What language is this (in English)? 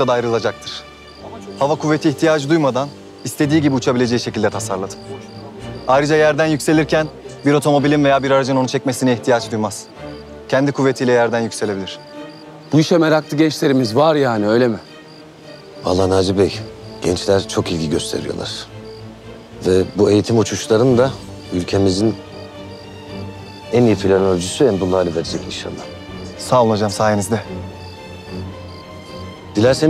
Turkish